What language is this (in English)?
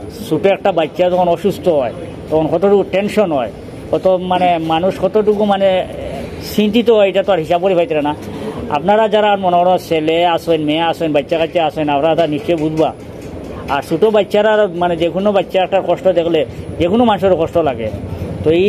Sylheti